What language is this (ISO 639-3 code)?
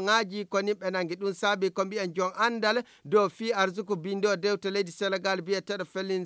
ful